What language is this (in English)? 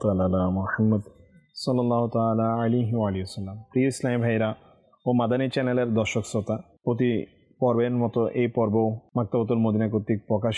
Bangla